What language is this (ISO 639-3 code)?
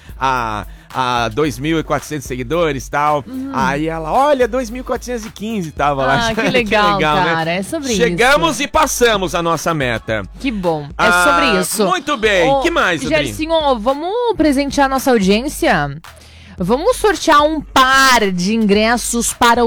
por